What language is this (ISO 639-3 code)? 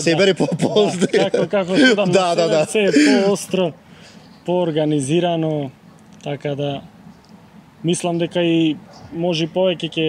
mkd